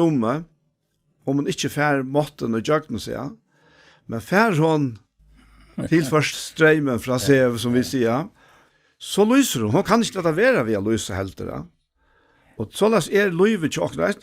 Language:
Faroese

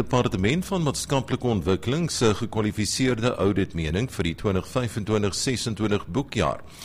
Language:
Afrikaans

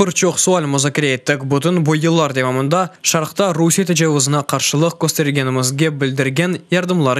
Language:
Crimean Tatar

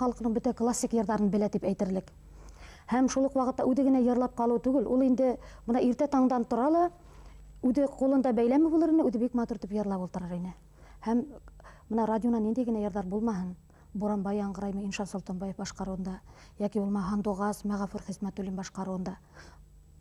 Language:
Bashkir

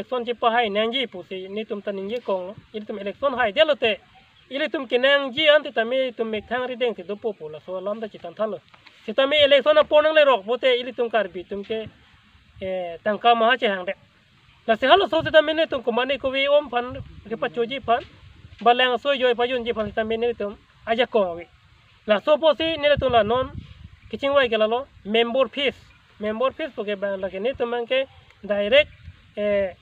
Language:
Karbi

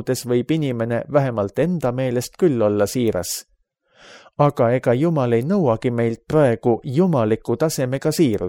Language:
Estonian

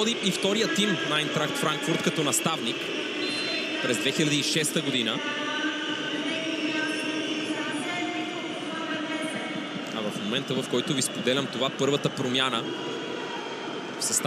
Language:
Bulgarian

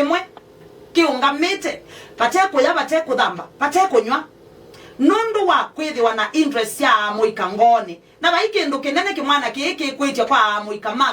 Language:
Kamba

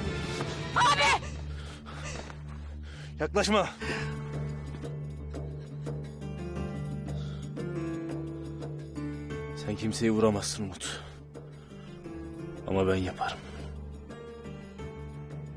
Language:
Turkish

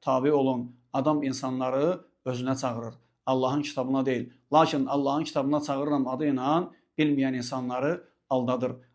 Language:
Azerbaijani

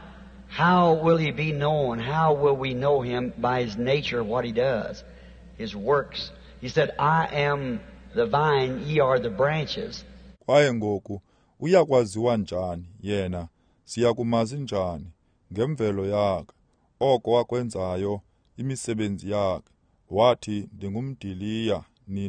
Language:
Xhosa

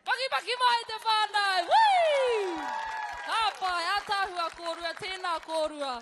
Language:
Māori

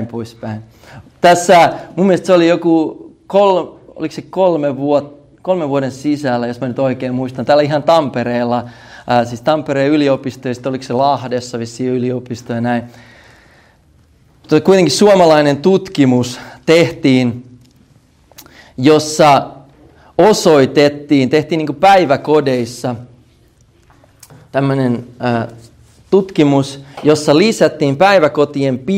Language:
Finnish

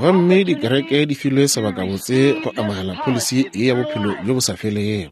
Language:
Northern Sotho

